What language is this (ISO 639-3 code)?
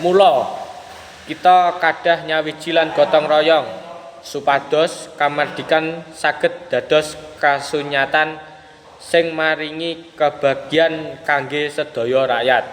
jav